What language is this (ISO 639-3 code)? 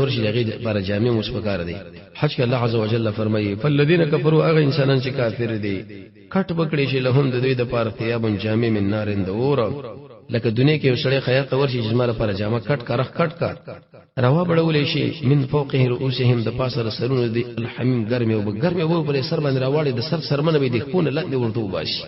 pus